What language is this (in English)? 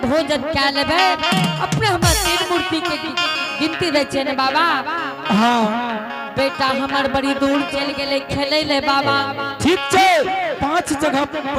Angika